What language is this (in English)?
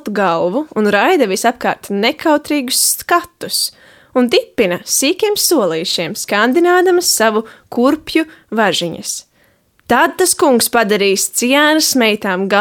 Latvian